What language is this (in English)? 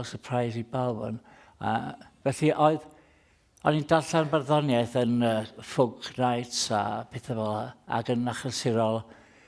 Welsh